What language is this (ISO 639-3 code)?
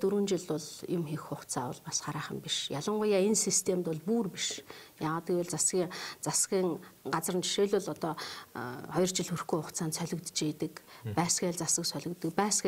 mon